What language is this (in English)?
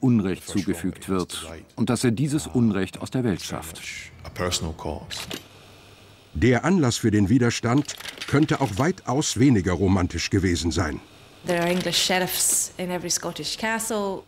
German